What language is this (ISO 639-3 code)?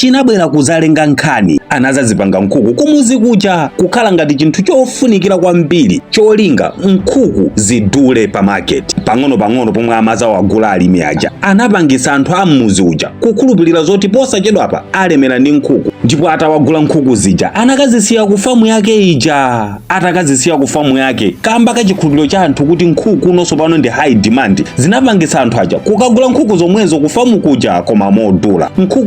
nya